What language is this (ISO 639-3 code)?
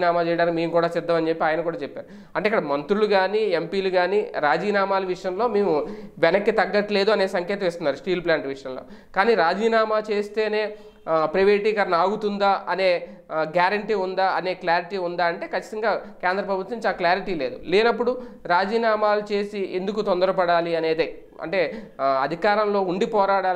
tel